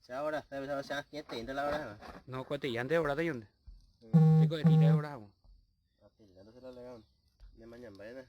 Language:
Guarani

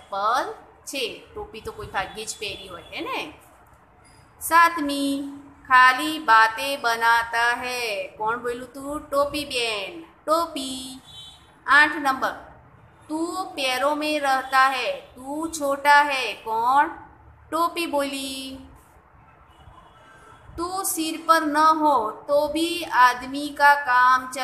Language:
Gujarati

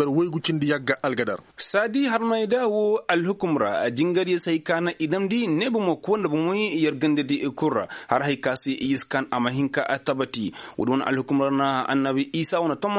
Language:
Koyraboro Senni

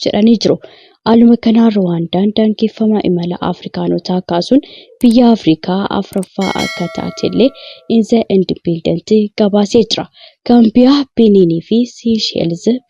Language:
Oromo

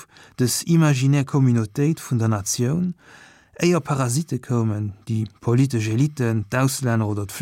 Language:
Luxembourgish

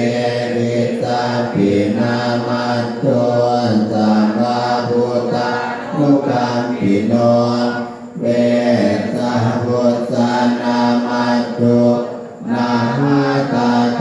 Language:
Pali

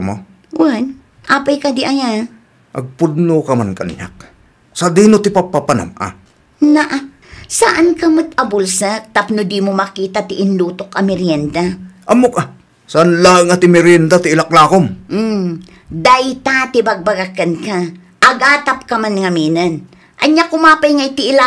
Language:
Iloko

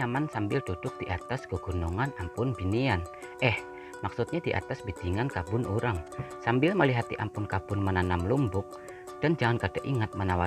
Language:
Banjar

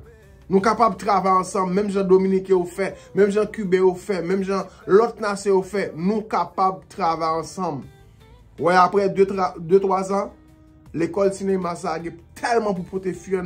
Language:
Haitian Creole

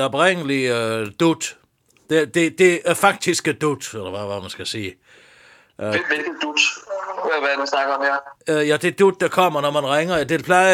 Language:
Danish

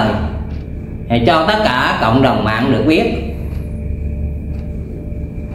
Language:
Vietnamese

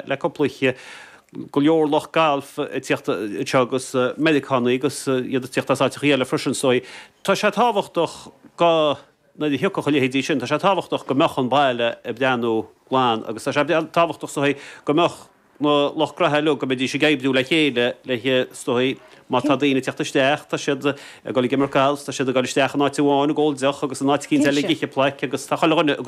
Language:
Irish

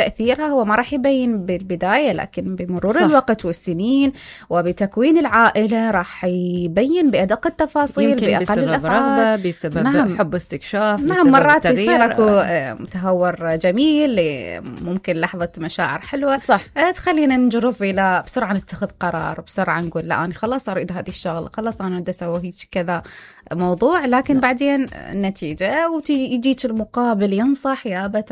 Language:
Mesopotamian Arabic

